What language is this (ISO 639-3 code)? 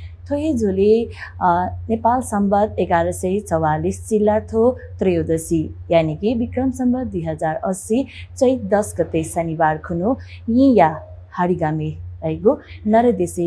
new